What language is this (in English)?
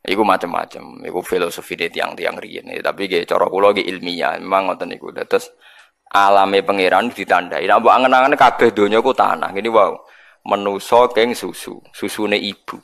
Javanese